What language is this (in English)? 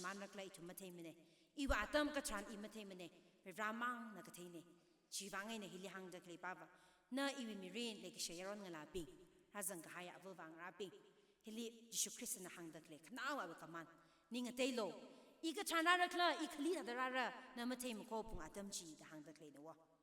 Tangkhul Naga (India)